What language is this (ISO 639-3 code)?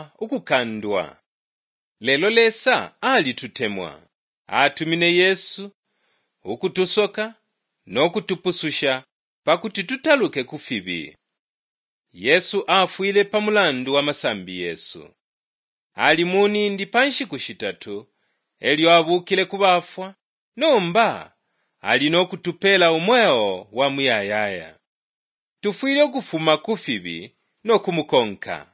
bem